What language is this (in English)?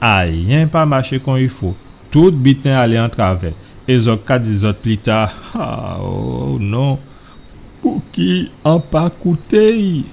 Guadeloupean Creole French